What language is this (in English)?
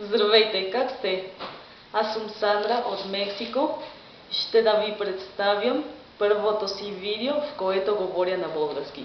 Bulgarian